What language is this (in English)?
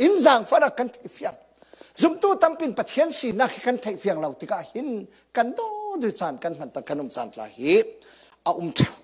Falam Chin